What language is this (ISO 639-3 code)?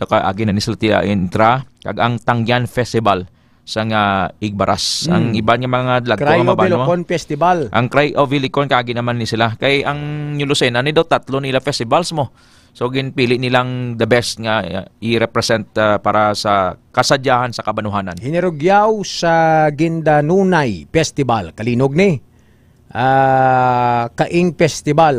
hil